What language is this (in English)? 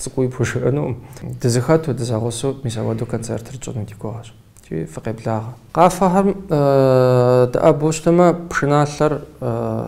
Kabardian